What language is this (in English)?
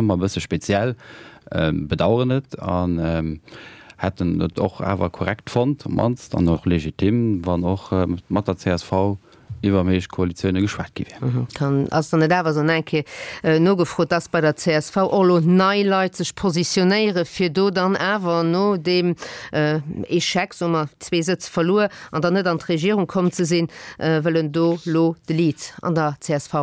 Luxembourgish